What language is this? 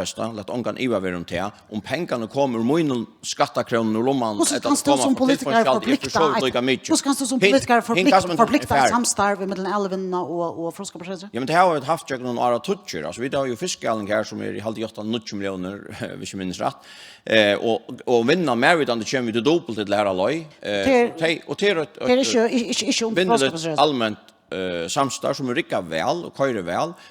Faroese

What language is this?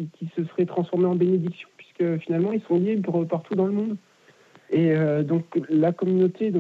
French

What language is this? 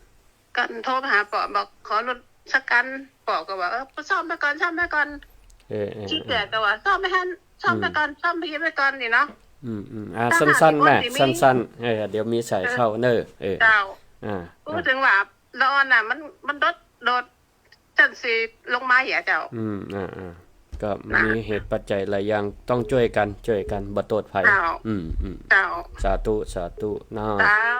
Northern Thai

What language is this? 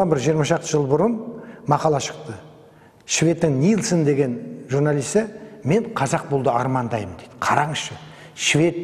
Kazakh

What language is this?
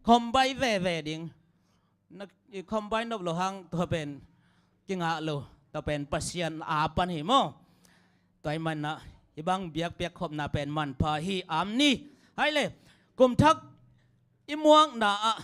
Tedim Chin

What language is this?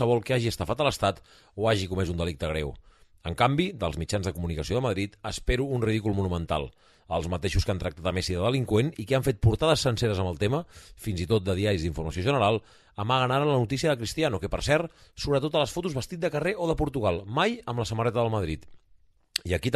Catalan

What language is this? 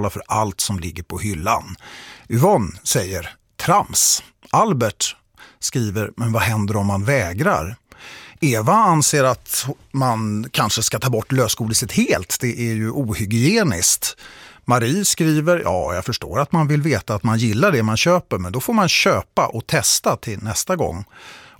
Swedish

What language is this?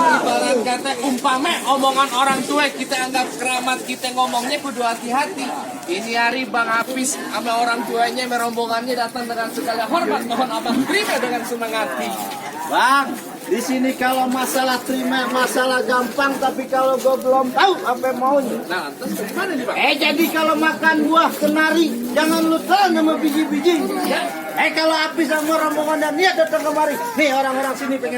Betawi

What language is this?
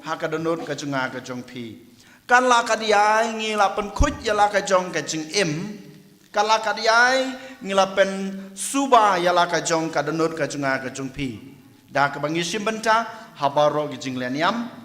Khasi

